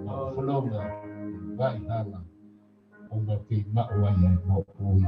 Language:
Tongan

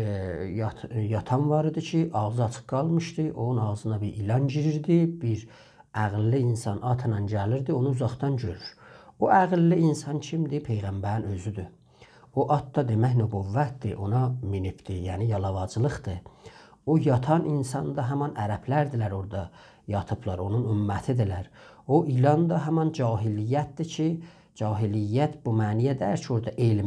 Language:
South Azerbaijani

